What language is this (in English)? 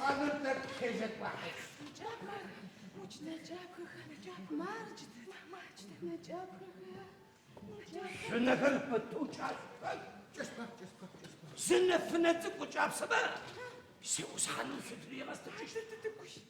Adyghe